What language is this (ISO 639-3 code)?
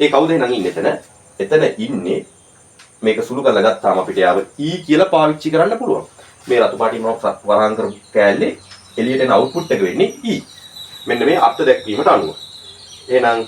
sin